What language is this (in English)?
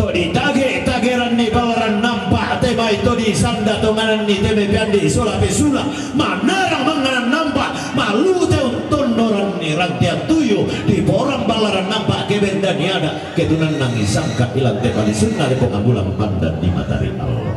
Toraja-Sa'dan